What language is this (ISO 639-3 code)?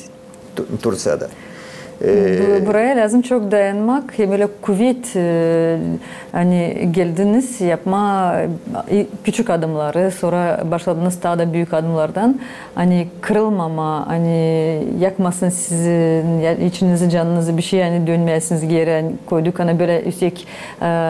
gag